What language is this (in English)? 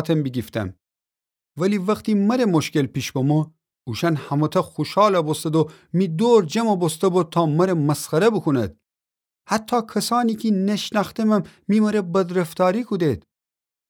Gilaki